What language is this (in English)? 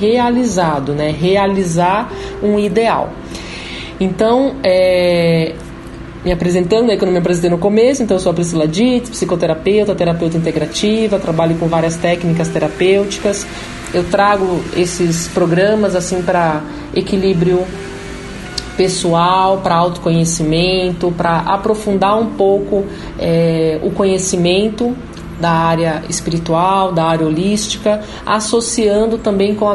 Portuguese